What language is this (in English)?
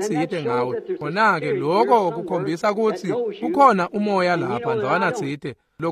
Swati